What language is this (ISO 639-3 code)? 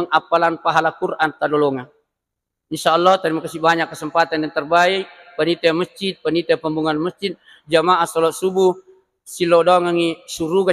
bug